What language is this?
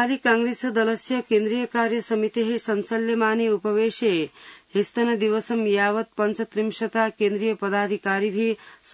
Sanskrit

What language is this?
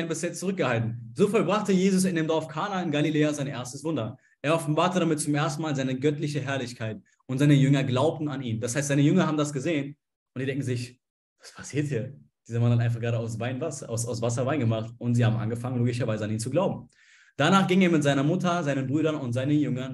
German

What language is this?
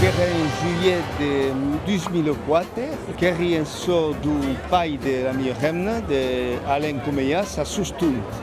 Occitan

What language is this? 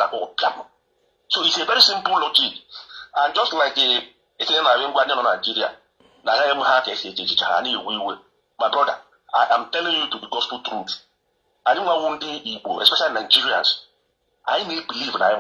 Igbo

